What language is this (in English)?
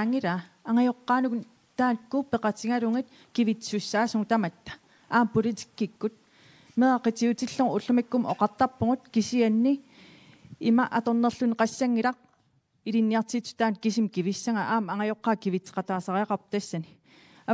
Kalaallisut